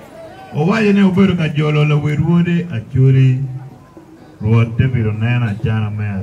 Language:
Acoli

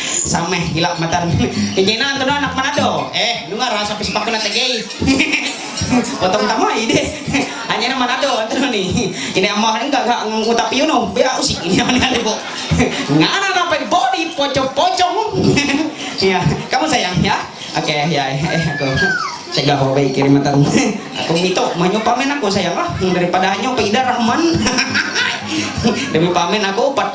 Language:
Ma'anyan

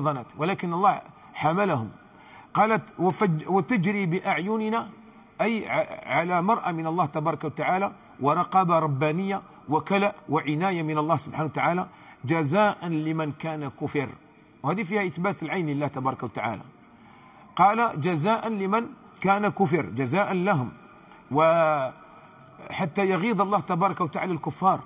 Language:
Algerian Arabic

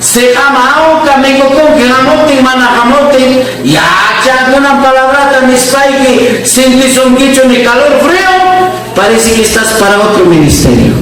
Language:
Ayacucho Quechua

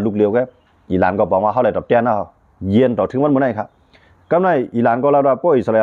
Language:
Shan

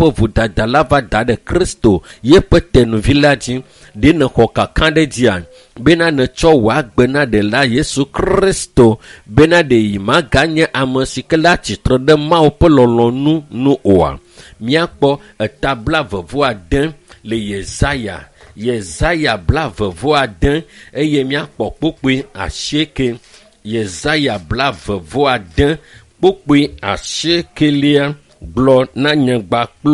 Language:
Ewe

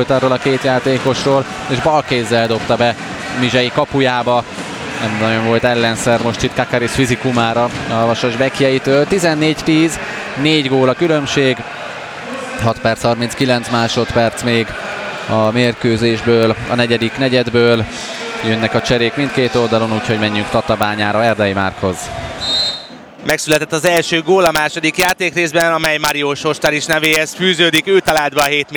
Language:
Hungarian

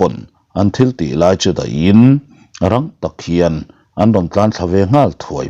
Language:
Mizo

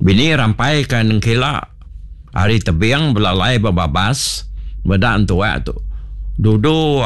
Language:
Iban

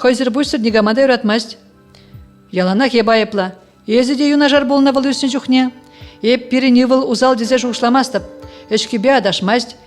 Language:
Chuvash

